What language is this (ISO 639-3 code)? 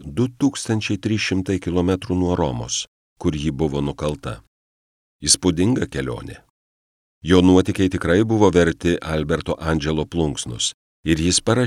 lit